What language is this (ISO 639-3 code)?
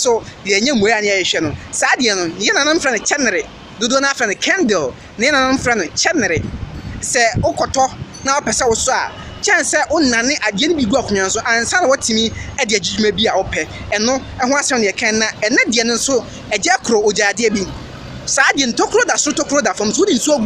aka